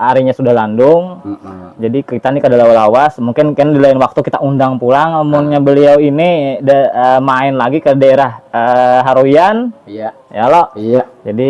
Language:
Banjar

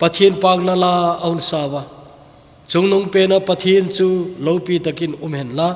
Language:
Thado Chin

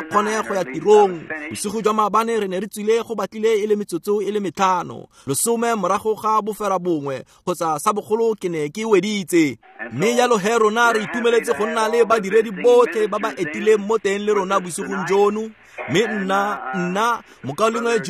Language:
Tswana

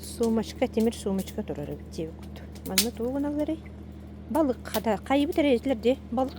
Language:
Yakut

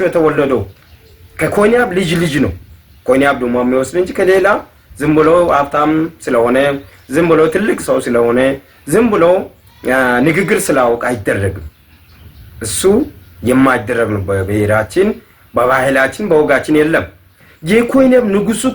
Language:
Amharic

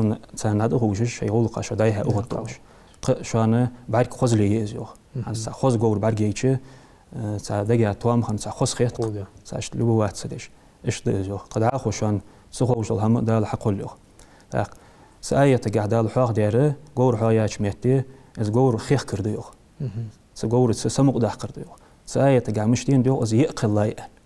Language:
Ingush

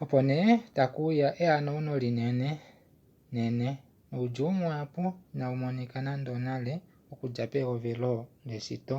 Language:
Kuanyama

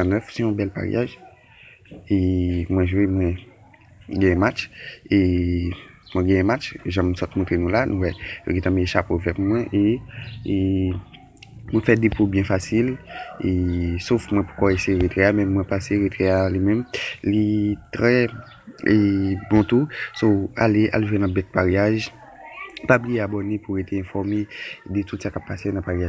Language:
Haitian Creole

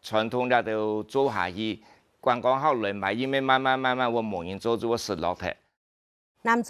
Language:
Hakka Chinese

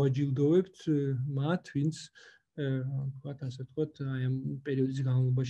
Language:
Georgian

